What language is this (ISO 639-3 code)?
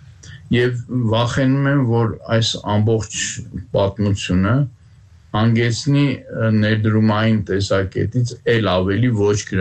hye